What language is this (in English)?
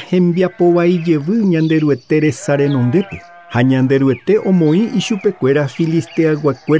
Guarani